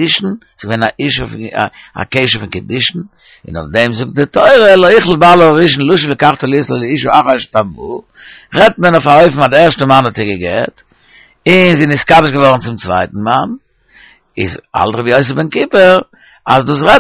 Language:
Yiddish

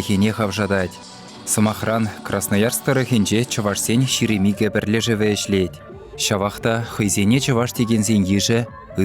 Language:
Chuvash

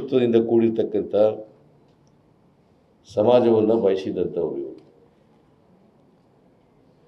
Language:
Kannada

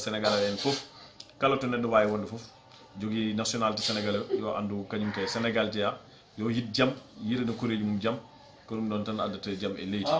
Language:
Fula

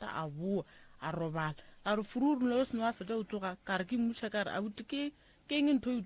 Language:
Northern Sotho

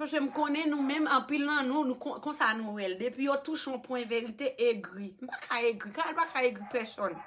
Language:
Haitian Creole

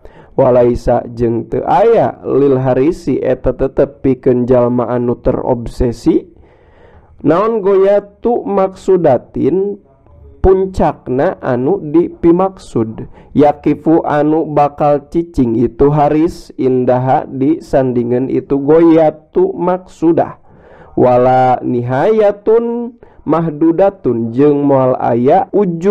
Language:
Sundanese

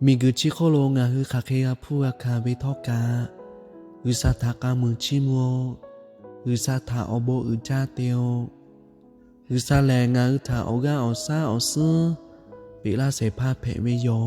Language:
Lahu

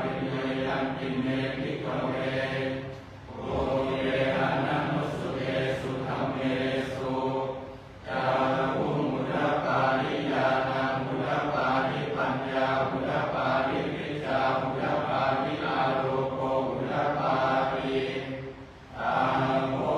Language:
Pali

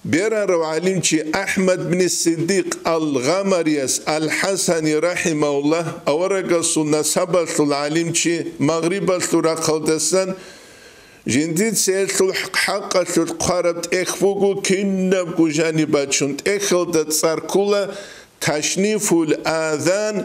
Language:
Avaric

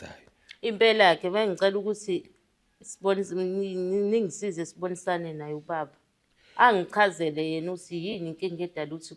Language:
Zulu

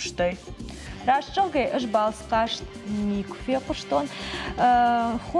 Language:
Ossetic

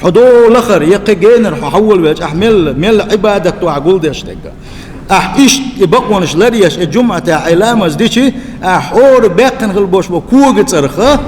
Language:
Chechen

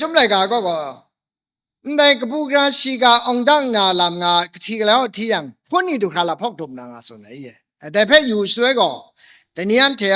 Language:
Kachin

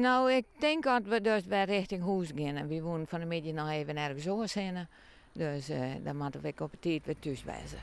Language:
Western Frisian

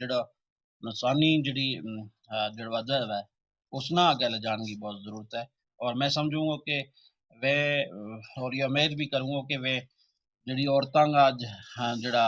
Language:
Gujari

